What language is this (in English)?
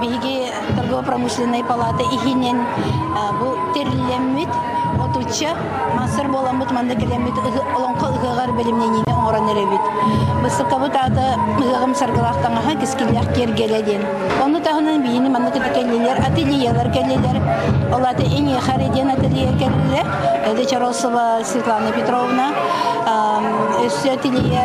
Yakut